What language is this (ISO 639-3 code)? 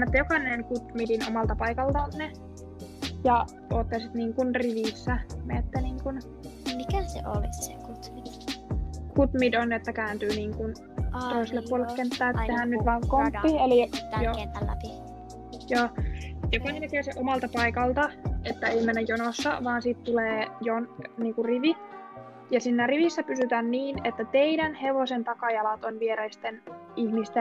fin